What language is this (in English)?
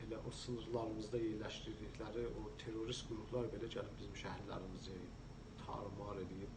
South Azerbaijani